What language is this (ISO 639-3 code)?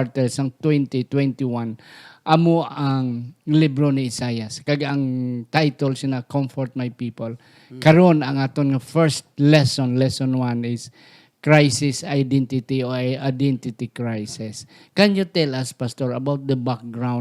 hil